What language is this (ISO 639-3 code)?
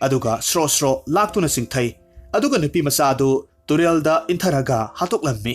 mni